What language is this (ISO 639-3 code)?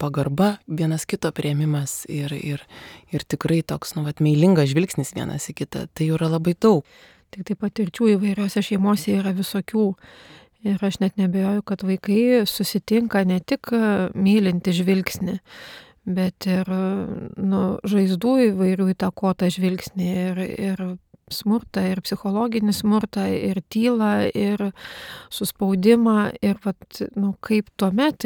lit